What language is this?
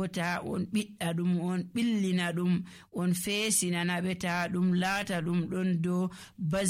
Nigerian Fulfulde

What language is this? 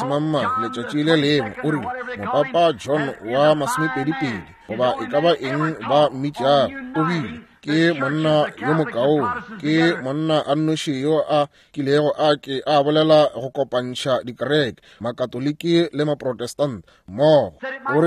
Northern Sotho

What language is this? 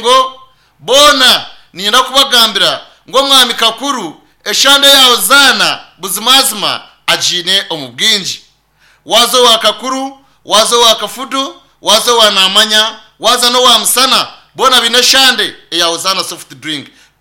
Nyankole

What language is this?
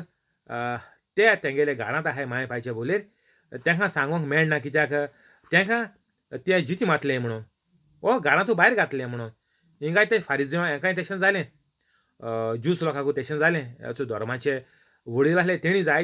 Konkani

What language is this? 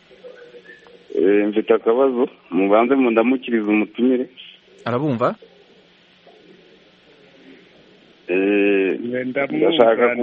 Kinyarwanda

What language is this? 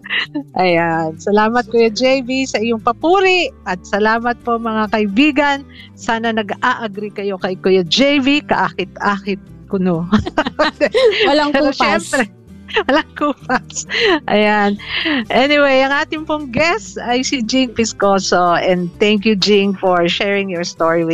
Filipino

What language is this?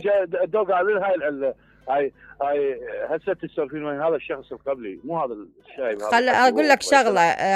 Mesopotamian Arabic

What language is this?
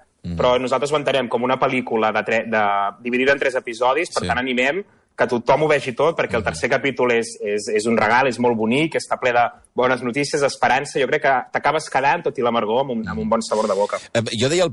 Catalan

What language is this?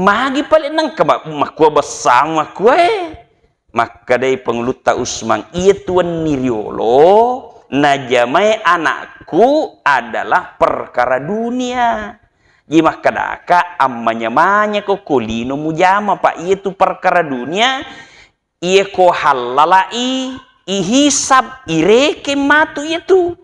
Buginese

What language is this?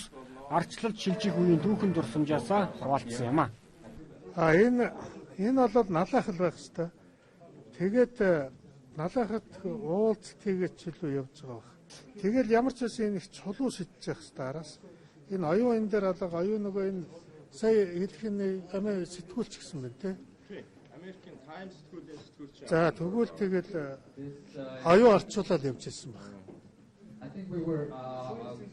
Mongolian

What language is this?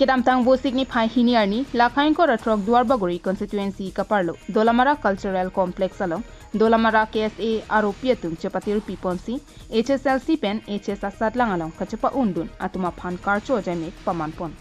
Karbi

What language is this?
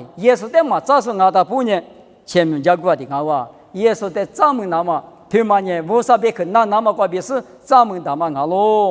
Lisu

